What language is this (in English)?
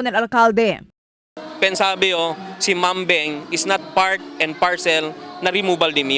Chavacano